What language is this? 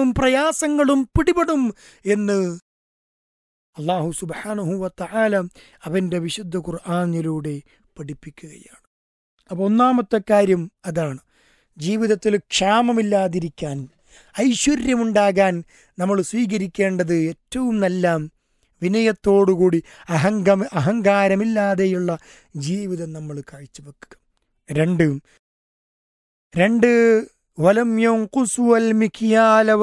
Malayalam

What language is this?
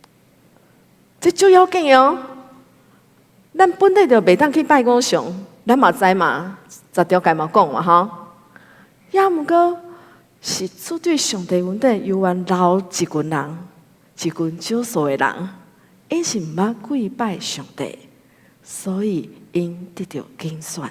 Min Nan Chinese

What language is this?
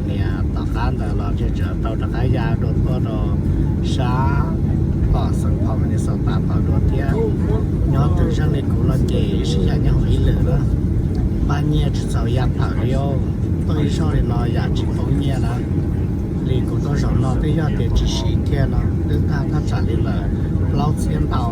Hmong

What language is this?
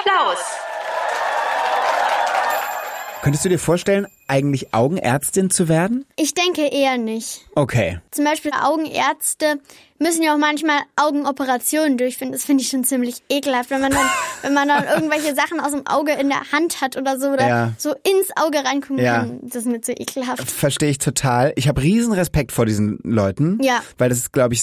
German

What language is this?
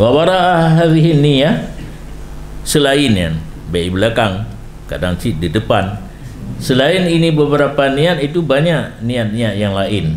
Achinese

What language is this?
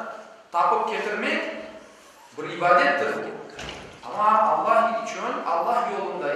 Crimean Tatar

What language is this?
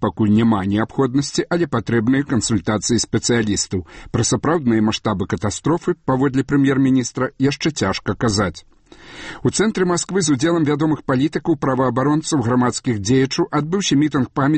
Belarusian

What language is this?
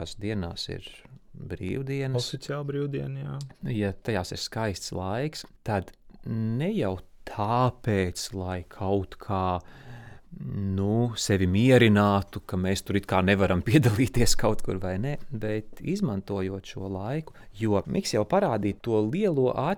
Latvian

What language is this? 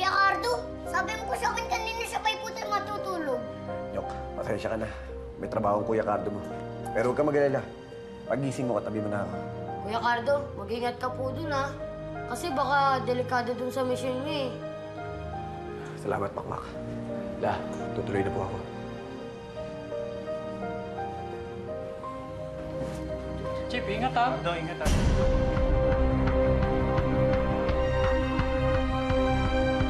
Filipino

